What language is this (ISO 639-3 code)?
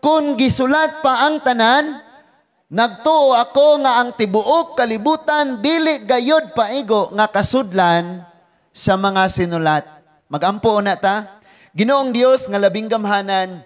ceb